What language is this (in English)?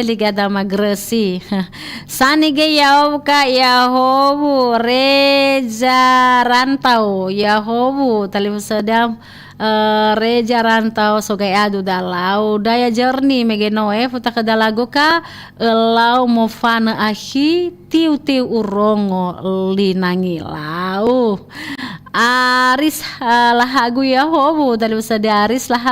Nias